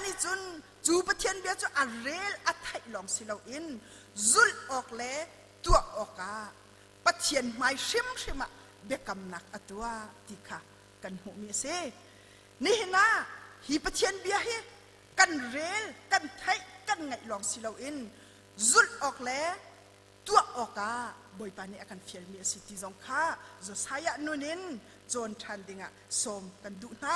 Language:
Hakha Chin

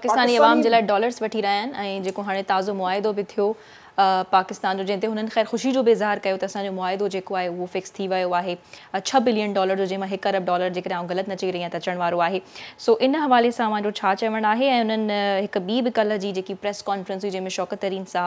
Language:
Sindhi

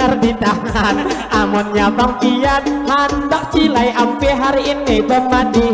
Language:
Banjar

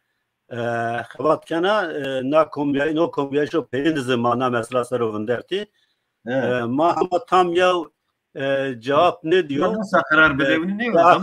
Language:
Zaza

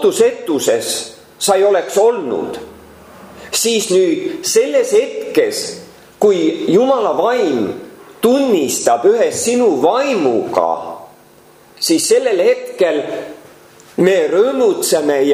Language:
Estonian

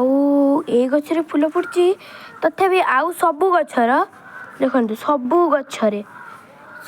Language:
Odia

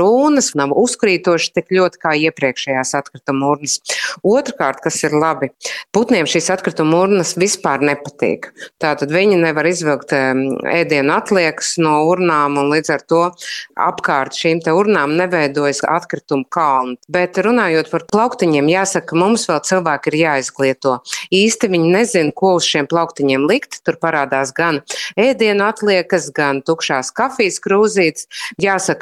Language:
Latvian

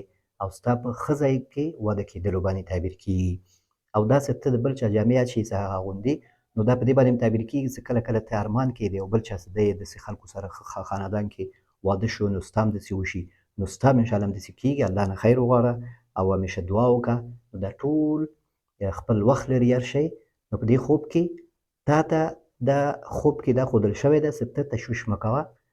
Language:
Pashto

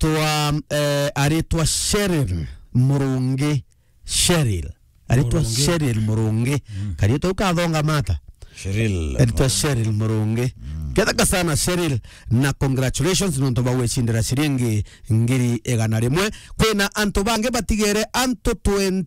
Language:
Meru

